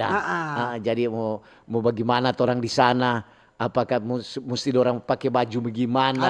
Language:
Manado Malay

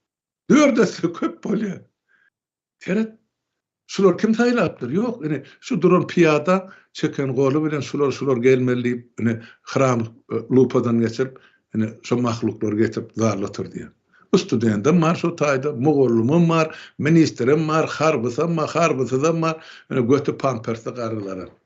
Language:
Turkmen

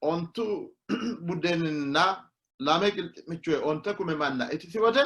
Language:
Sidamo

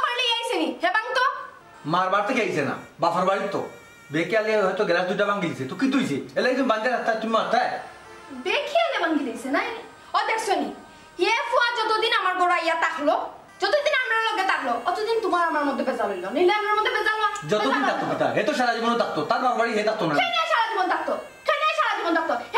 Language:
Sylheti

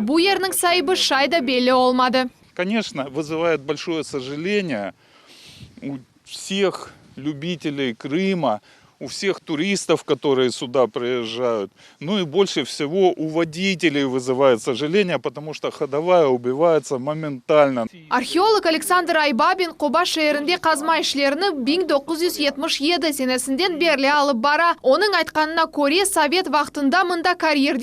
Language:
Crimean Tatar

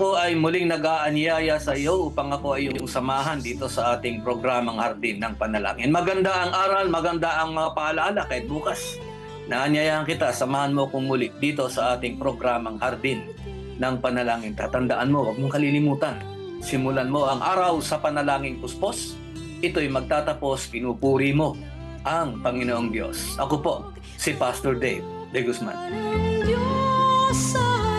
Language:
Filipino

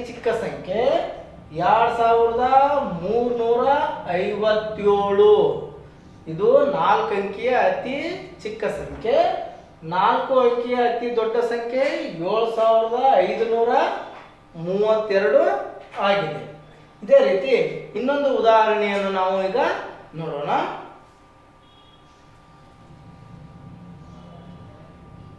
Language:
Kannada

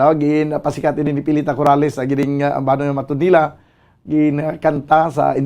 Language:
Hiligaynon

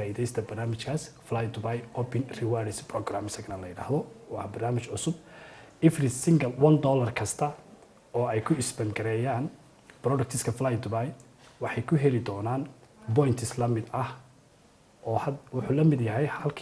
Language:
Somali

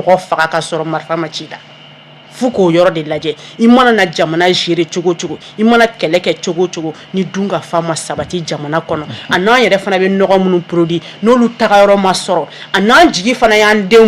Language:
Bambara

